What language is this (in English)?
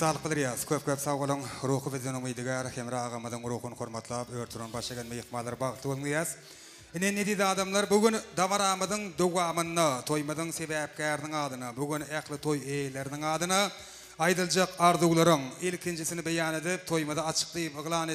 Turkmen